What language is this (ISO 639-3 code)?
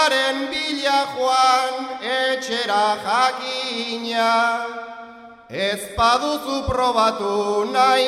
eus